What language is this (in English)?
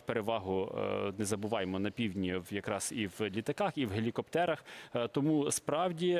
Ukrainian